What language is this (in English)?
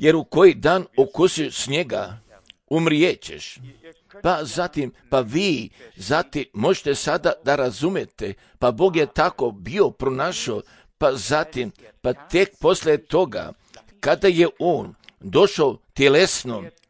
Serbian